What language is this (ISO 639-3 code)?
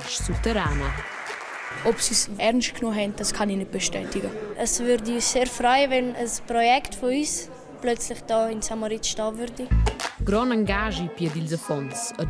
roh